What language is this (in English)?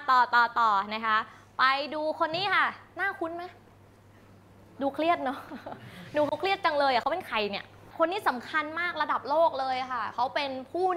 Thai